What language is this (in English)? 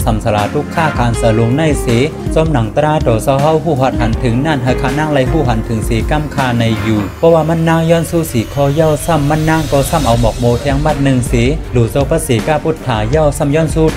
Shan